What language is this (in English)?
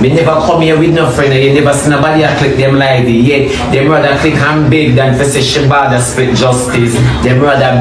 Jamaican Creole English